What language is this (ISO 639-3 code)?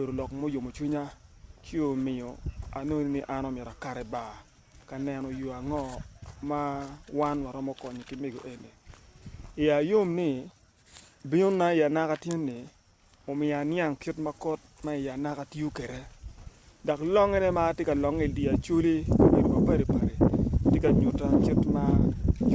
ach